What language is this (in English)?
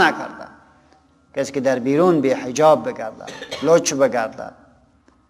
Persian